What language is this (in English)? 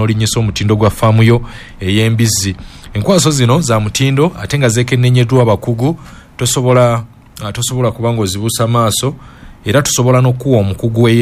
Ganda